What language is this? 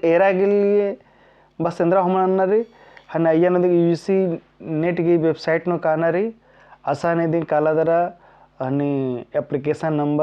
Kurukh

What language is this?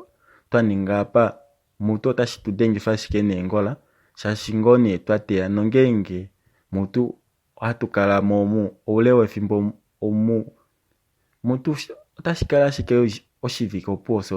Kuanyama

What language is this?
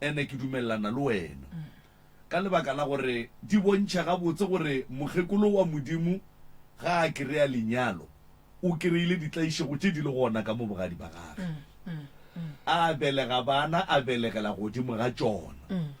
Northern Sotho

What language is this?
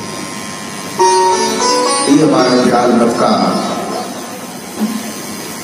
Hindi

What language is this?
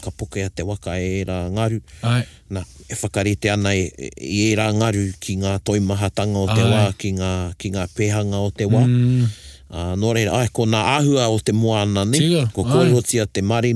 Māori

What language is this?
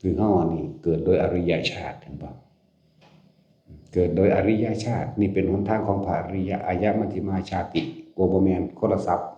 Northeastern Thai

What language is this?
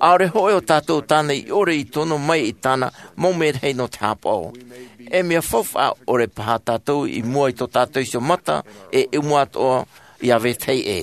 Tahitian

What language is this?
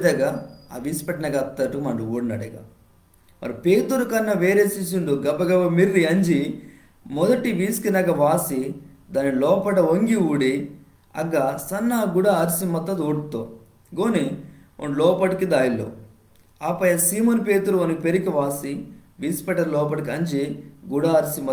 Koya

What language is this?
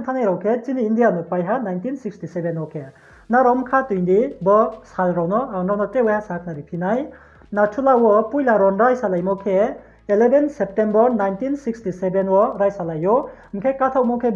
Riang (India)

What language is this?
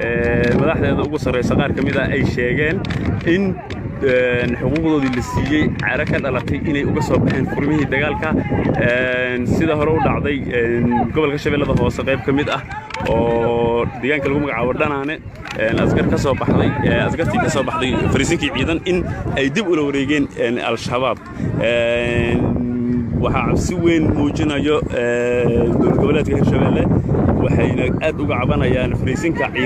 Somali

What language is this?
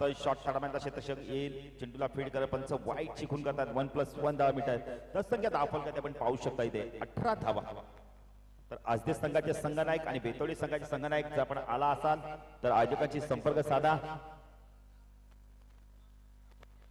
Marathi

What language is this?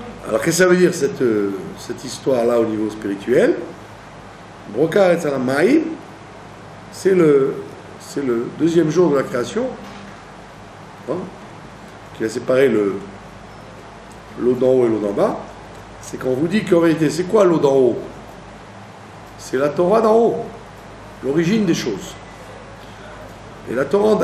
French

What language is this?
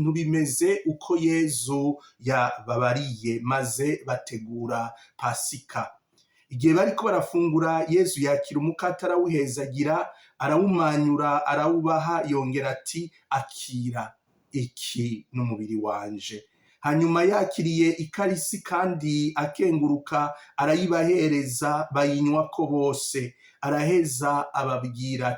Rundi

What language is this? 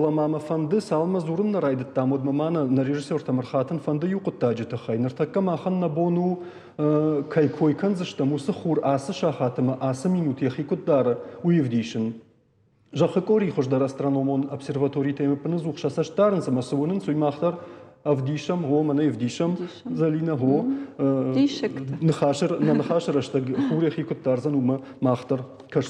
Ossetic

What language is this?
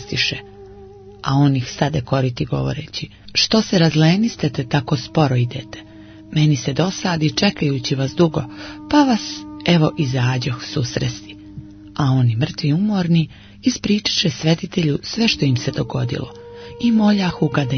Croatian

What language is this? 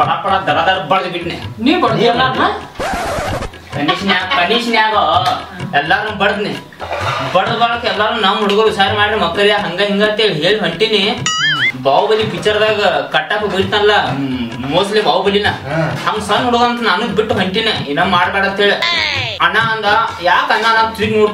Kannada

